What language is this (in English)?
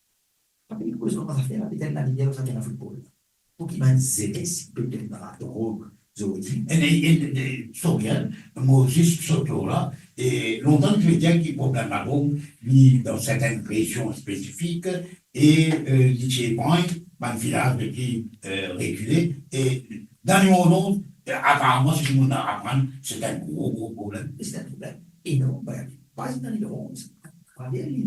Morisyen